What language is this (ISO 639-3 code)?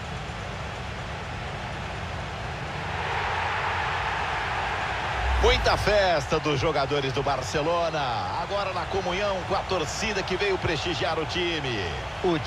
por